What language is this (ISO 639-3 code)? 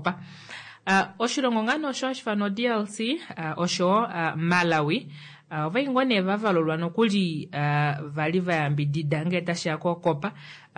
kua